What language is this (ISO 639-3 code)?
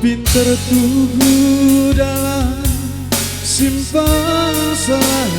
btx